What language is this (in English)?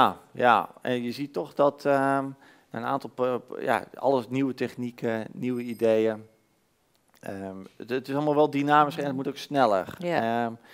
Dutch